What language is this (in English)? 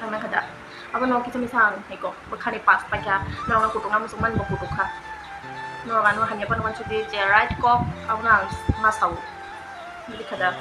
Kok Borok